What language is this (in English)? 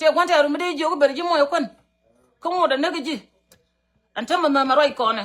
Nuer